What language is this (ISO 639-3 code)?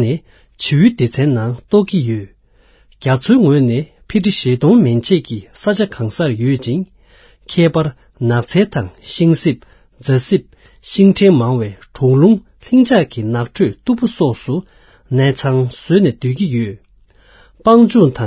bod